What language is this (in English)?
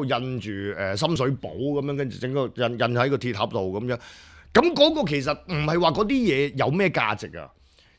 Cantonese